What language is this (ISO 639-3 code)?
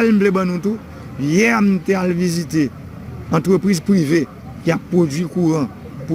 hat